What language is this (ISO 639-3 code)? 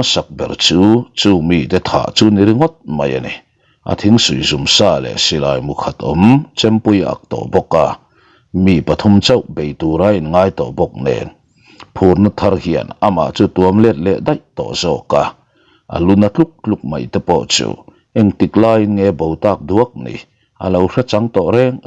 lus